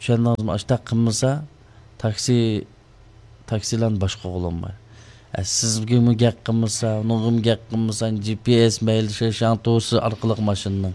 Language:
Uyghur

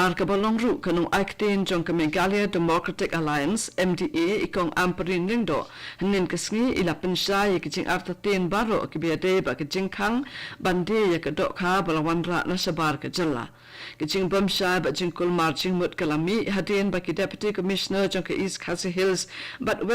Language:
Khasi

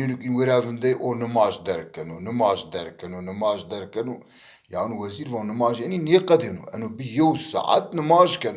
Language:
Zaza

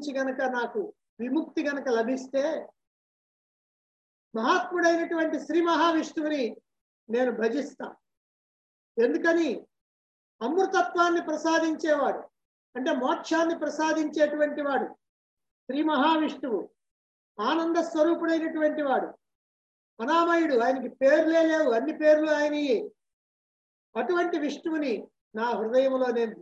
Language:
Telugu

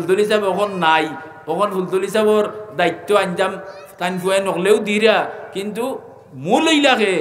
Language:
Sylheti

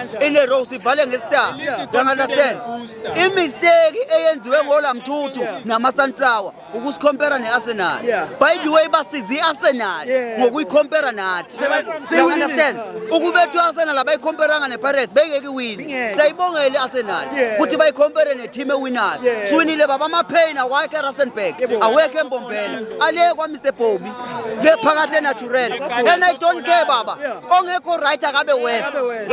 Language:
Zulu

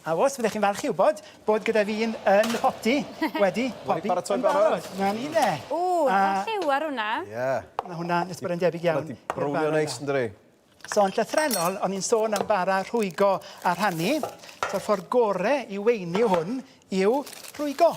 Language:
Welsh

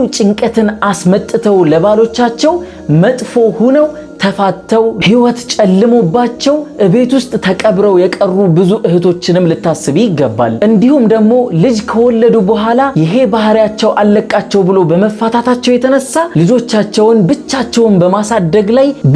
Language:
Amharic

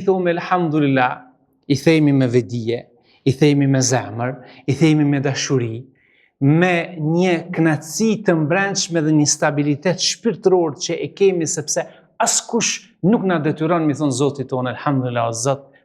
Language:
Albanian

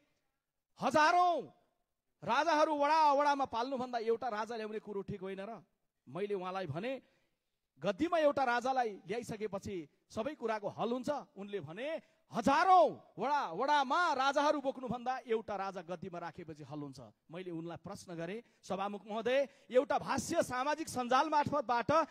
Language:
Nepali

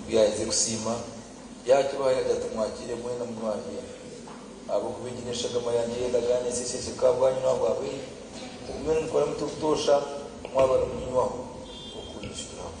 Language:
Nyankole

